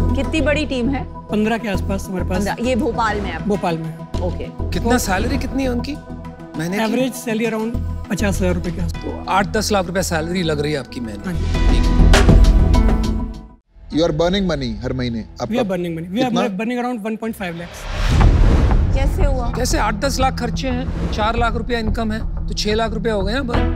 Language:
Hindi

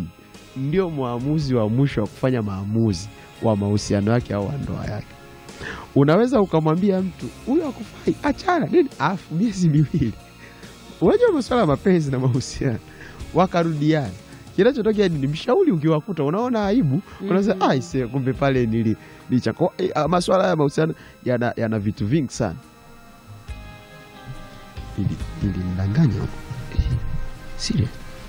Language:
Swahili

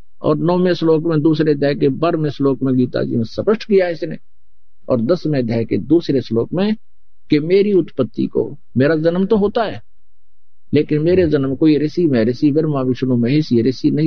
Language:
Hindi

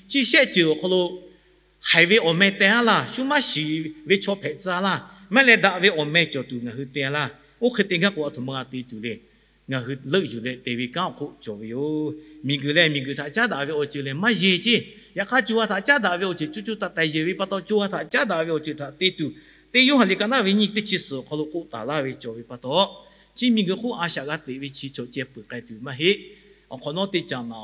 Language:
Lahu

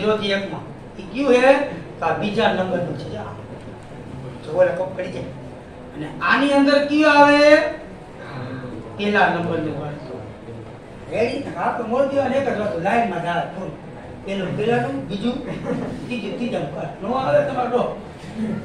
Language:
Gujarati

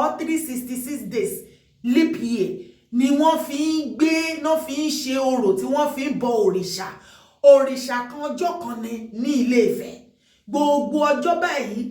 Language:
Yoruba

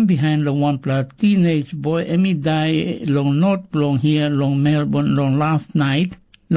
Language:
Tok Pisin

